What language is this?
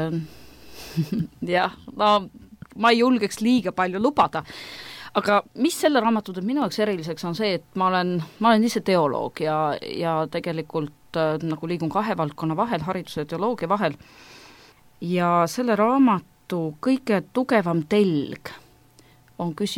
Estonian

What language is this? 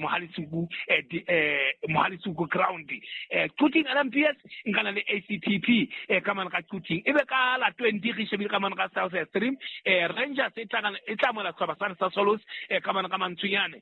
Southern Sotho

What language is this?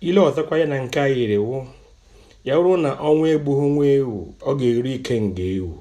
Igbo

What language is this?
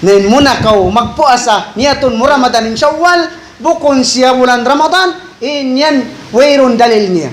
Tausug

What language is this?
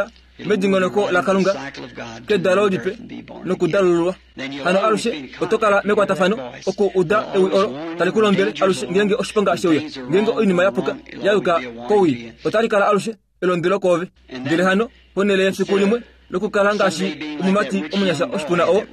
Kuanyama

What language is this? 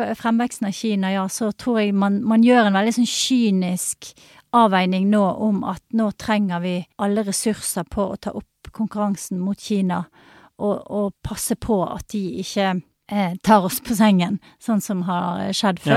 Norwegian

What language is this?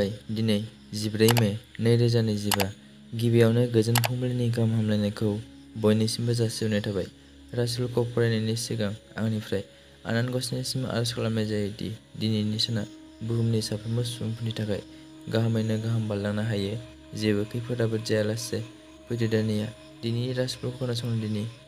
Bodo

